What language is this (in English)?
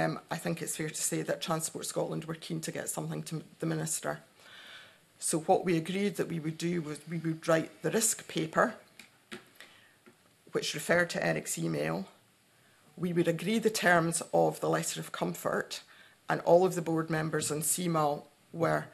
English